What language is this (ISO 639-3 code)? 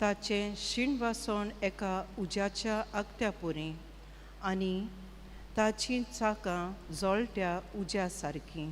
kok